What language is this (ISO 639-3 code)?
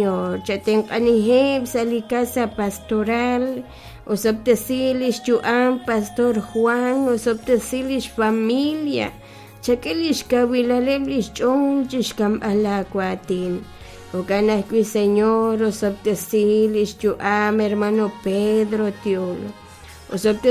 kek